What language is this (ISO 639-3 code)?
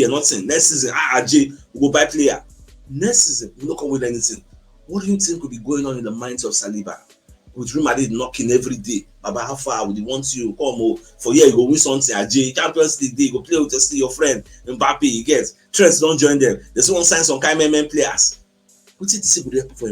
pcm